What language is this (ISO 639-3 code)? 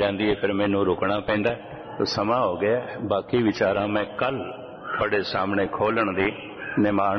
pan